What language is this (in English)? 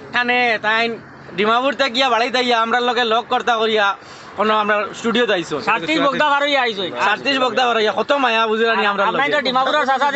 Sylheti